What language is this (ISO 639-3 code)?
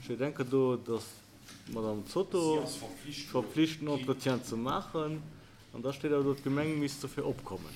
ltz